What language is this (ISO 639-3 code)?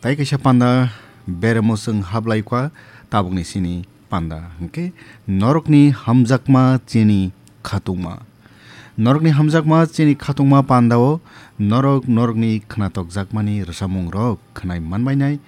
trp